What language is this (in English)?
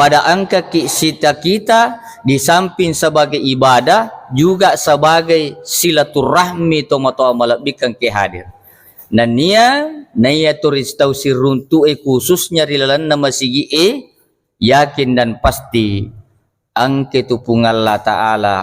Buginese